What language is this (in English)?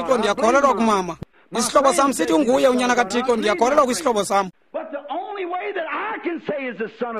Xhosa